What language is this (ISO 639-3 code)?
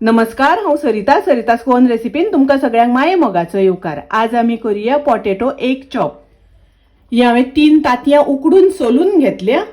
kok